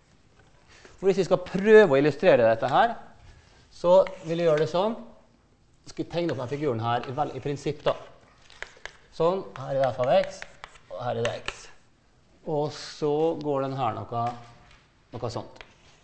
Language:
Norwegian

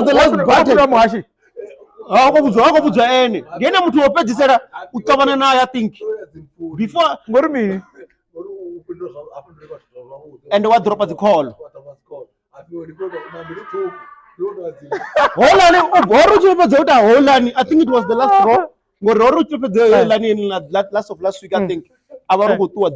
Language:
Venda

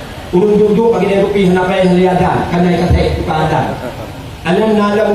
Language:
Achinese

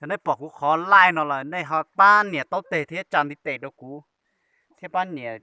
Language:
Hmong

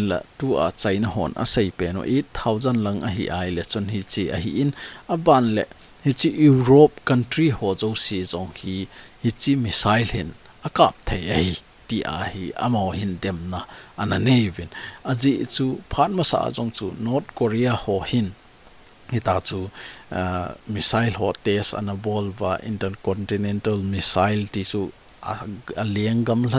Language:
Thado Chin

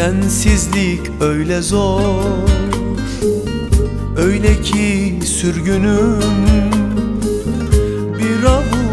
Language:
Turkish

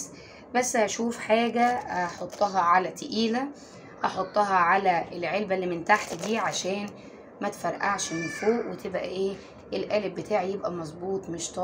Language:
Egyptian Arabic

